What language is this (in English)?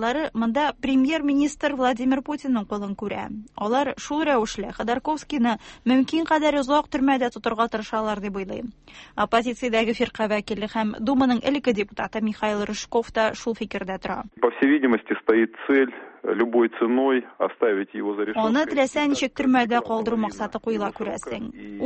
Tatar